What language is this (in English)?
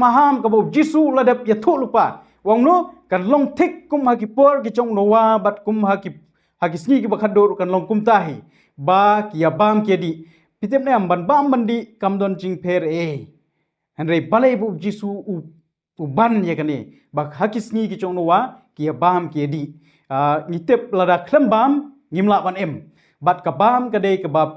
Khasi